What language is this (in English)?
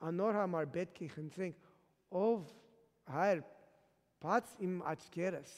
Western Armenian